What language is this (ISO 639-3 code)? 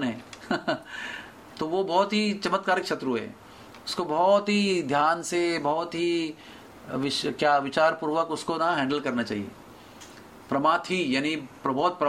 hin